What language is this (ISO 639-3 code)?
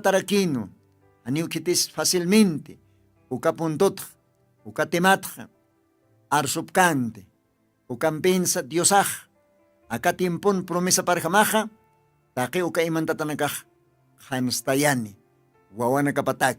aym